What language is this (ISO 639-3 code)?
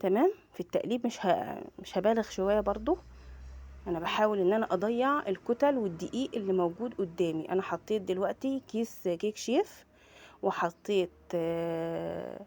arz